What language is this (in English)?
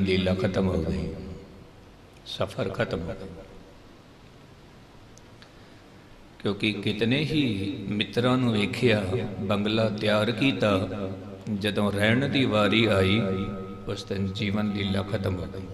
Punjabi